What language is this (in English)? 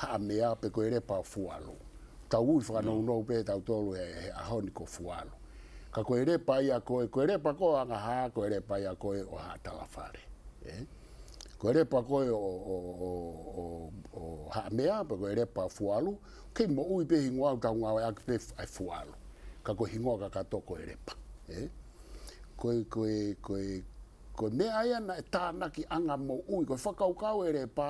Tongan